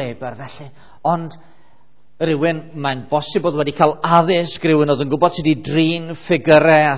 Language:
Welsh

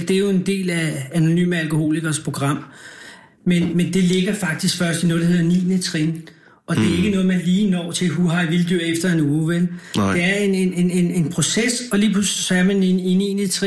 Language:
Danish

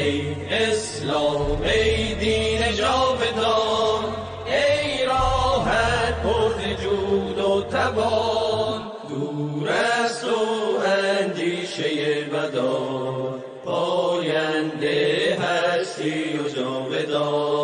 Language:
Persian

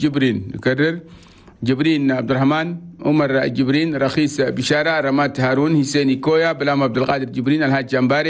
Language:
Chadian Arabic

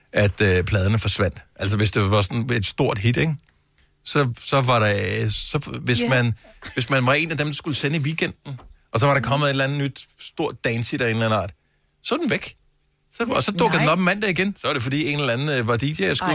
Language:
Danish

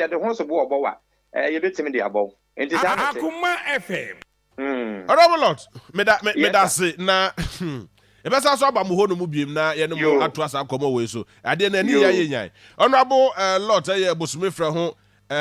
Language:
Akan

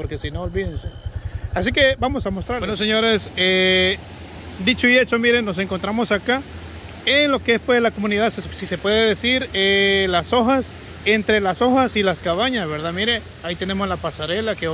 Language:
Spanish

